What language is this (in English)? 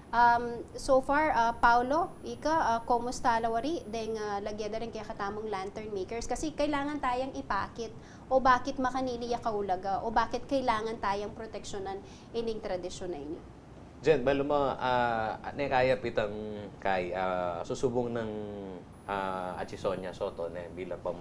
Pampanga